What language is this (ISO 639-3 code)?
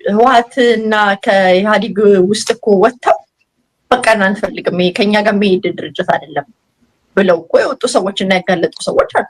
amh